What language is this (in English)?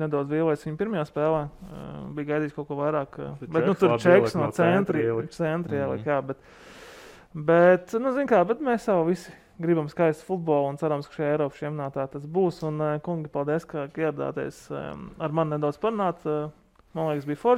Latvian